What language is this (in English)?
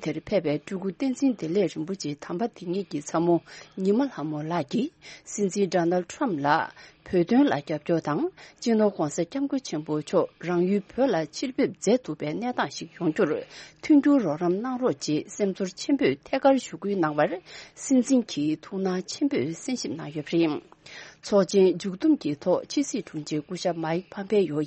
Tibetan